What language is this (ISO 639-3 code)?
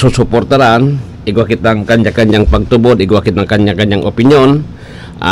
bik